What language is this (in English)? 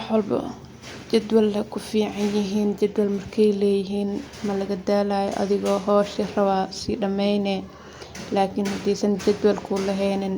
Somali